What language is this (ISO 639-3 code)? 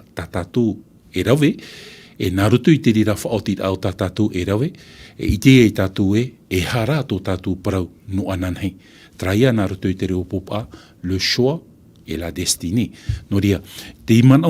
tah